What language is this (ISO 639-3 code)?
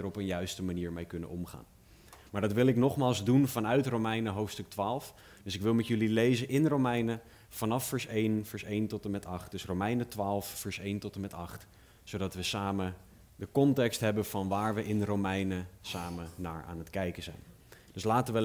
nld